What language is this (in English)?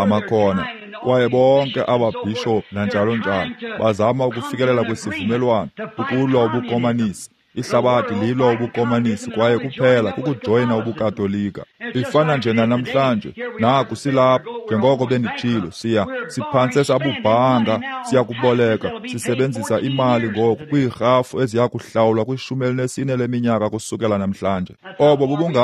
Xhosa